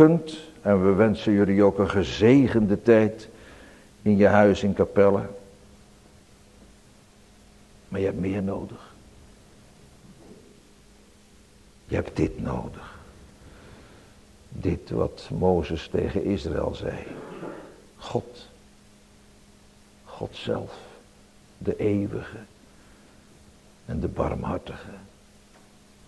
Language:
Dutch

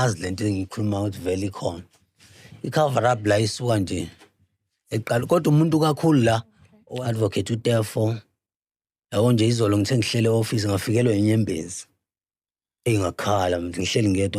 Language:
Zulu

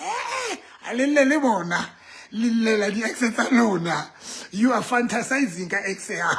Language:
Southern Sotho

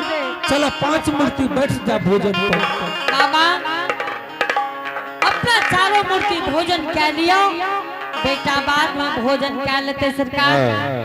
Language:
Angika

